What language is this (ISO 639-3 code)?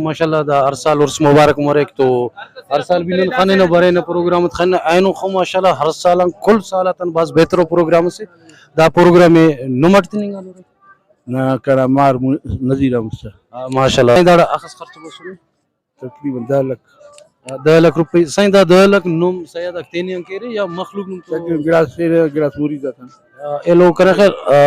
brh